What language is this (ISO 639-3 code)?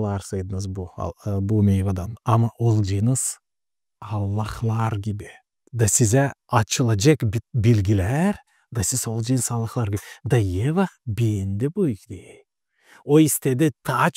gag